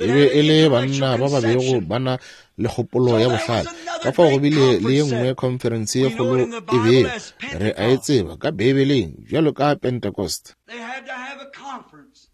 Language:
Northern Sotho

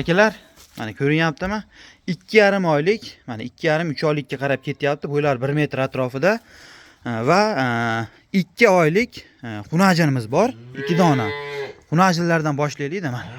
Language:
Uzbek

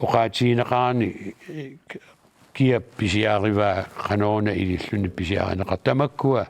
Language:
Kalaallisut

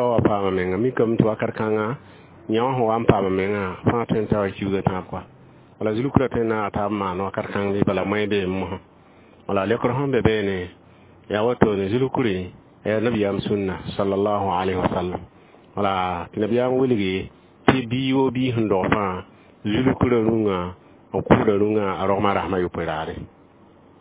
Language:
Mossi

